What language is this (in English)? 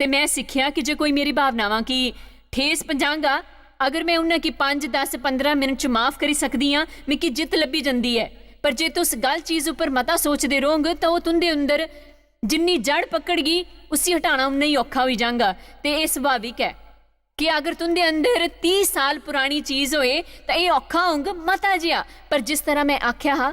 Dogri